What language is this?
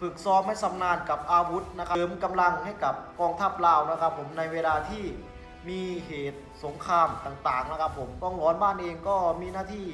Lao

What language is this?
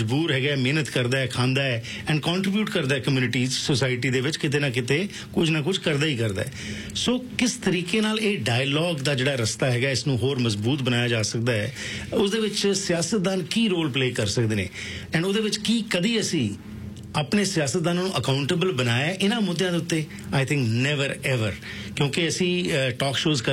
Punjabi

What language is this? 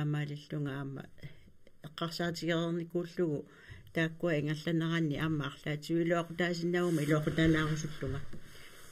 Kalaallisut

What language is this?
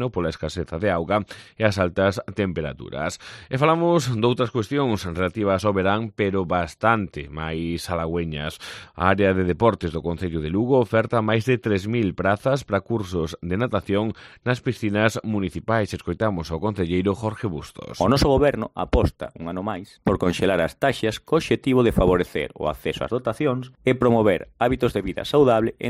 Galician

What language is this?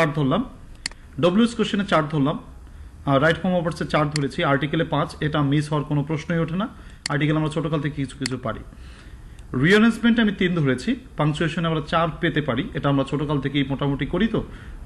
Bangla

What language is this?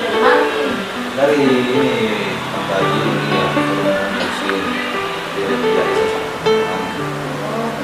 Makassar Malay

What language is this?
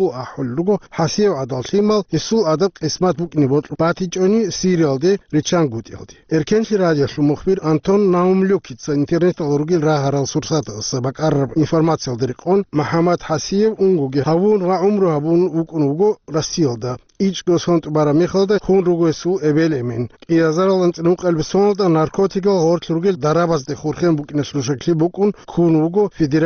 Avaric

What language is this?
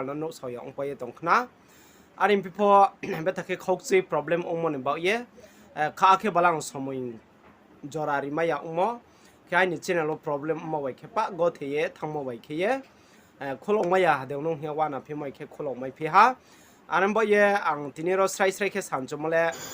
Riang (India)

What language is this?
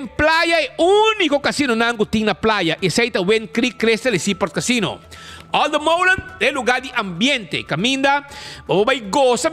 Papiamento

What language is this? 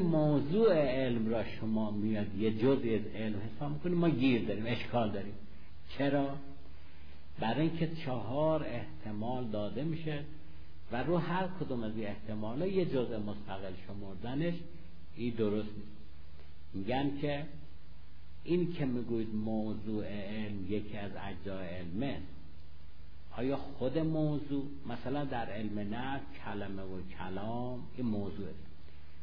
Persian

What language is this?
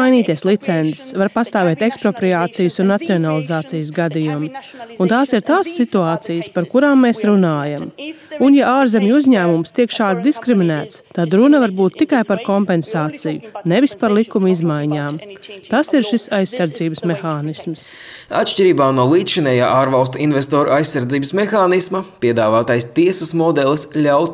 Latvian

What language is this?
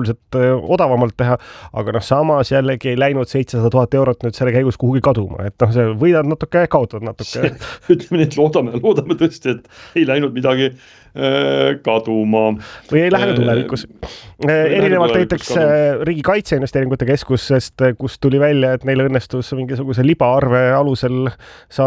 Estonian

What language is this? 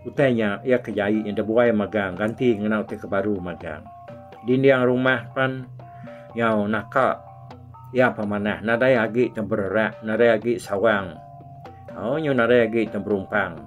Iban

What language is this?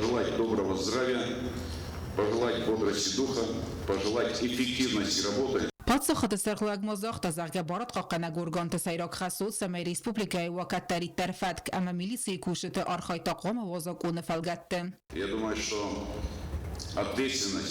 Ossetic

